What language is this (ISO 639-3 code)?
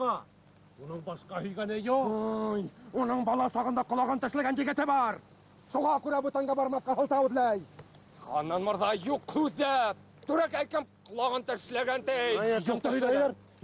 bak